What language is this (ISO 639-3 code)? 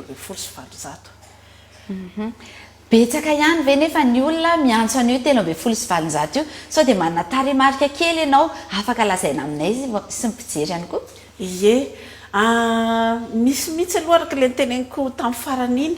mlg